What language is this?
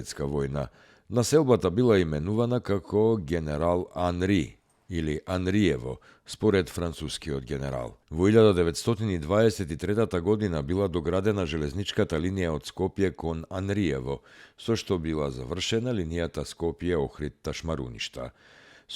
Macedonian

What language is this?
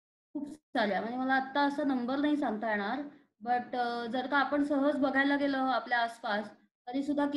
Marathi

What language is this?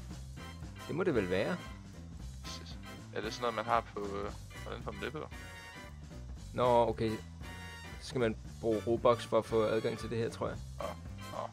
Danish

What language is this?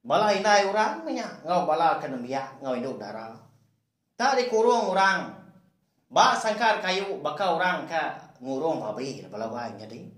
Iban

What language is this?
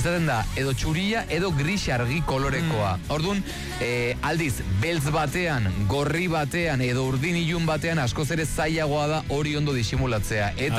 Basque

